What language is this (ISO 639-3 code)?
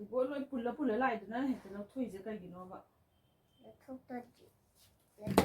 mni